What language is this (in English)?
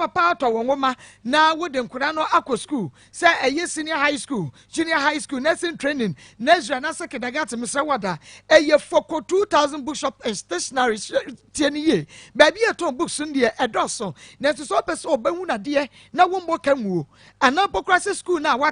Akan